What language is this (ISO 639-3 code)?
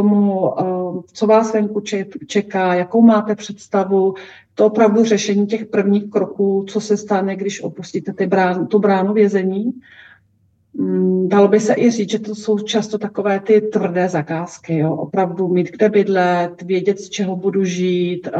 ces